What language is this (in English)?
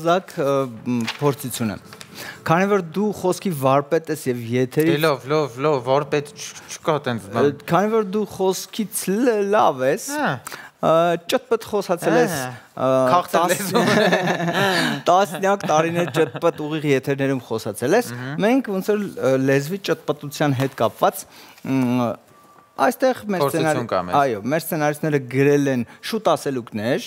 Armenian